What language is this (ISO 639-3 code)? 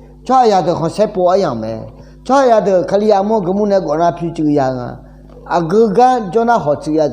ahk